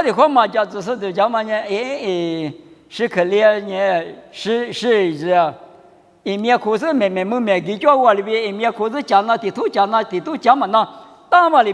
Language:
Lisu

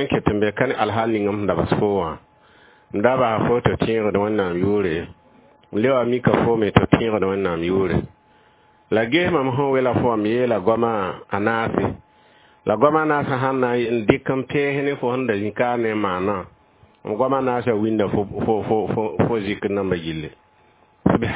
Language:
Mossi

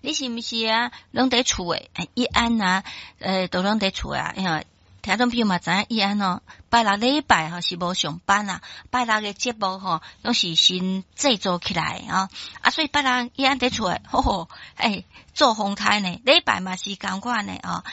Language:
Min Nan Chinese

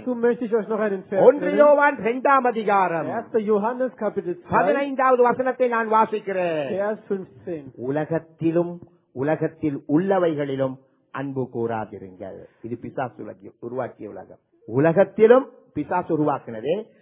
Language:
Tamil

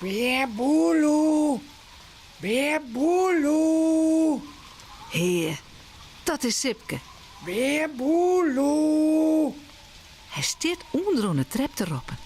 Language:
Western Frisian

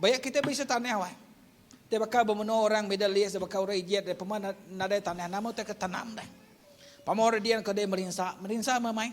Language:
Iban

